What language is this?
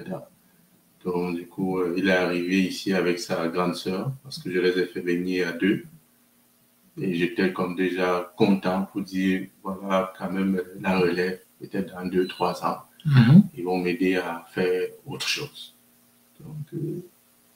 French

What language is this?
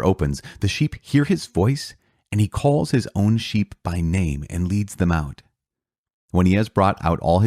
English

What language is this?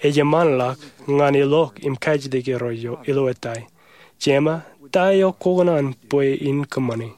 Marshallese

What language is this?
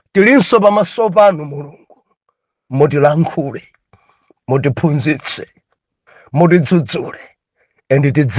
Nyanja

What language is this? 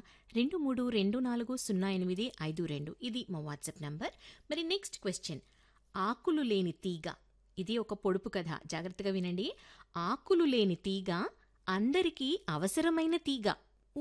Telugu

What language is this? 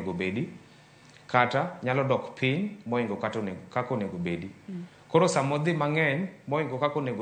Luo (Kenya and Tanzania)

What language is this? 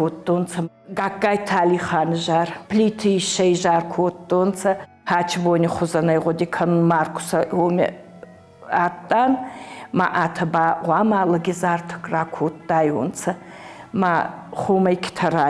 Ossetic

